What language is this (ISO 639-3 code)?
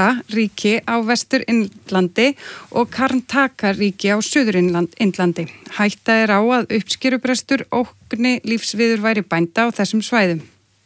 isl